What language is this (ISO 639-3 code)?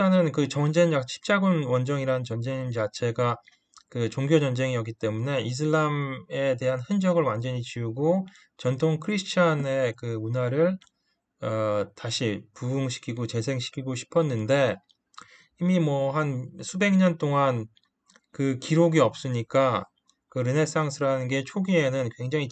kor